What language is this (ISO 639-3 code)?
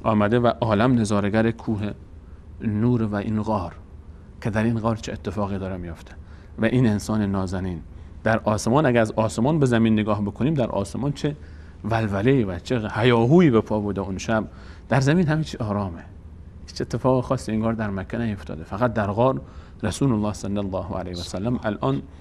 fas